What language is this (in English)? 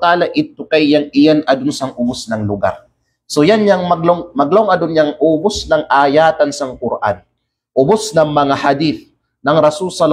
Kalagan